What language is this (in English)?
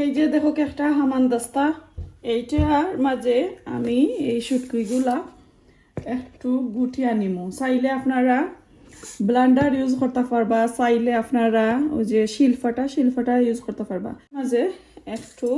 Sylheti